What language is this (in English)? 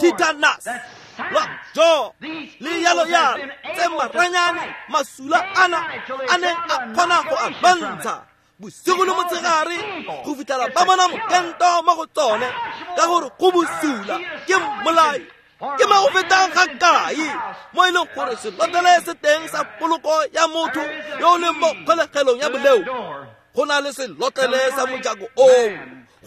Tswana